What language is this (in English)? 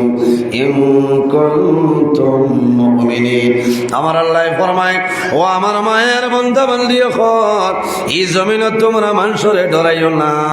Sylheti